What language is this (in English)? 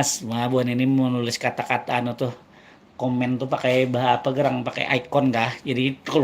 Banjar